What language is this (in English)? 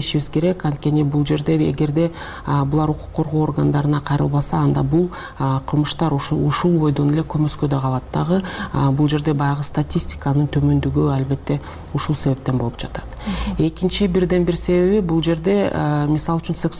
Kyrgyz